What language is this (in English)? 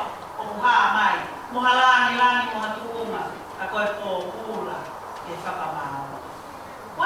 Tongan